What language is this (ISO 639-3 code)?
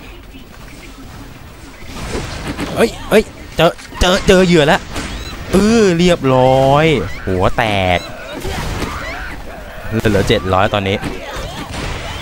tha